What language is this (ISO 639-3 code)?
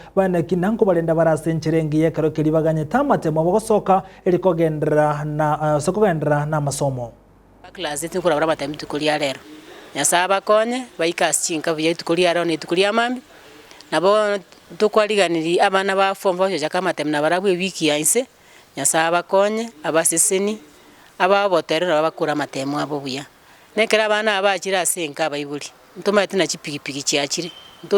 guz